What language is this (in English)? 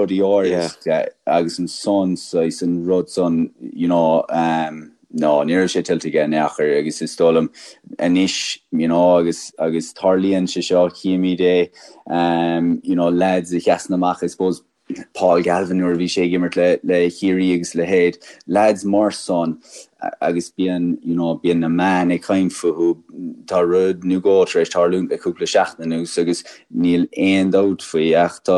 Irish